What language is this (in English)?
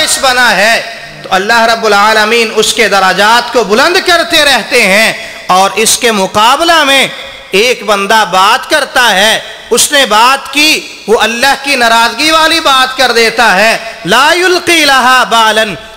Urdu